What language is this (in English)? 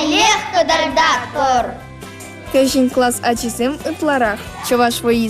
Chuvash